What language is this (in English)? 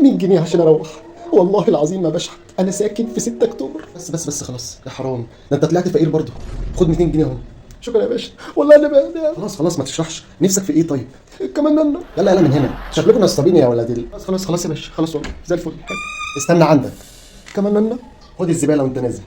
Egyptian Arabic